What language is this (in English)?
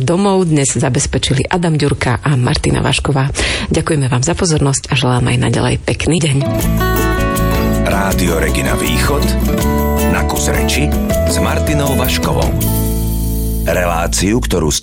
Slovak